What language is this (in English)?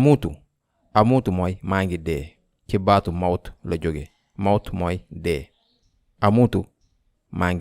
Wolof